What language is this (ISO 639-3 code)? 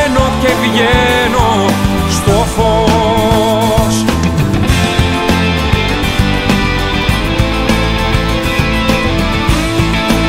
ell